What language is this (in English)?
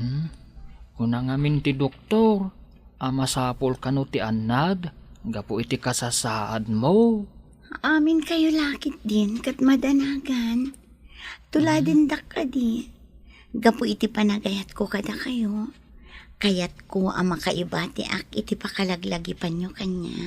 Iloko